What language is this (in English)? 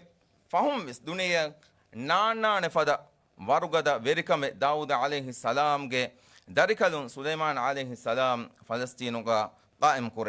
Divehi